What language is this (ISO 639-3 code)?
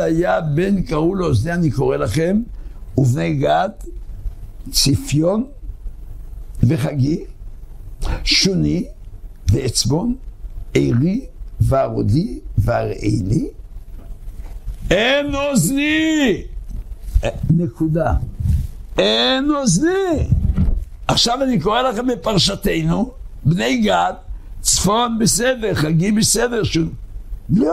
heb